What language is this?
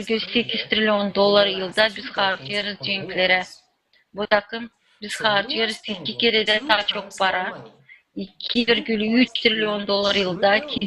Gagauz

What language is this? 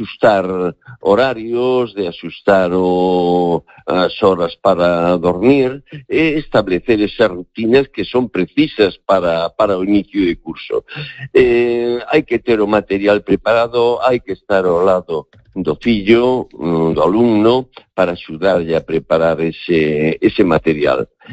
Galician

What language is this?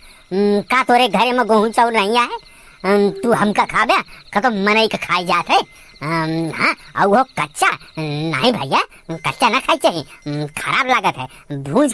Awadhi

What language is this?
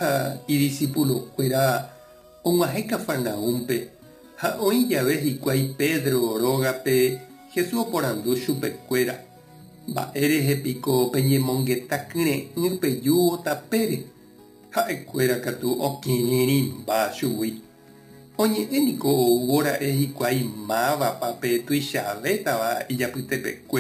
Guarani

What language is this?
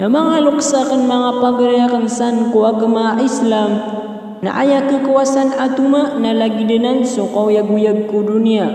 Maranao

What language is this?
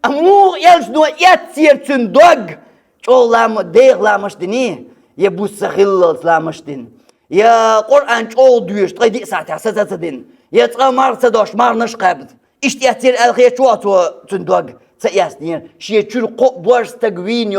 Chechen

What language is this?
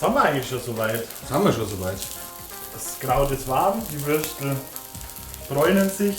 Bavarian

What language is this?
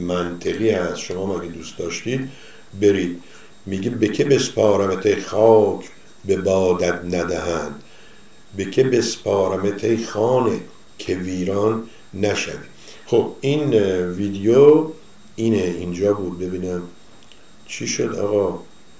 Persian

